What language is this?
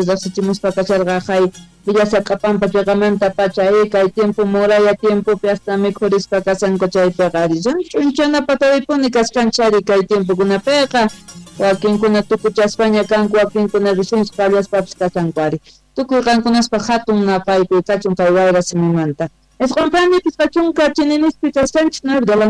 Quechua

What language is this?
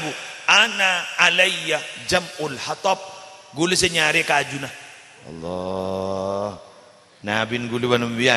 Madurese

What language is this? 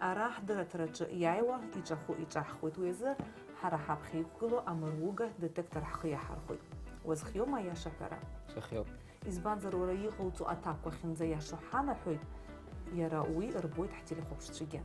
Abkhazian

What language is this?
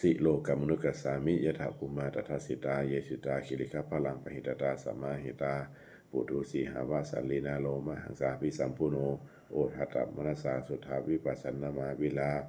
Pali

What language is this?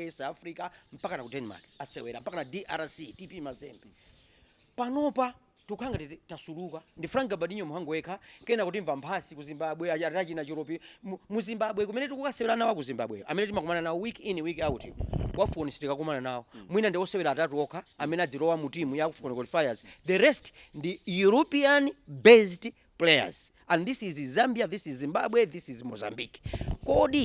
Nyanja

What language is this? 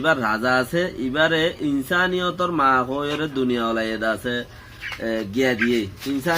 Rohingya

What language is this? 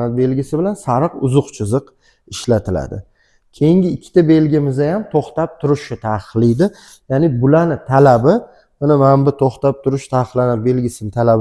Uzbek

